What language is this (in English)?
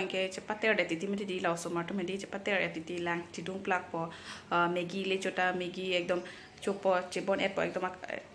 Karbi